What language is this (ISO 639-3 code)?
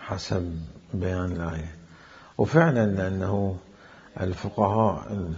acm